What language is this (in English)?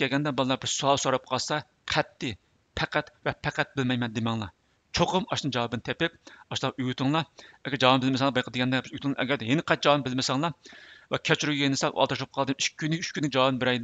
Uyghur